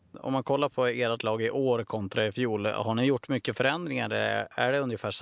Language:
Swedish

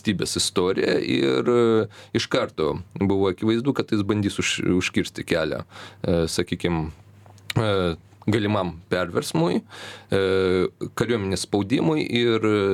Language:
Lithuanian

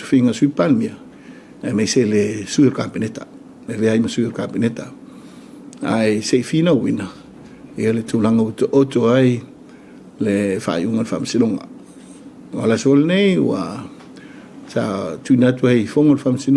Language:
Samoan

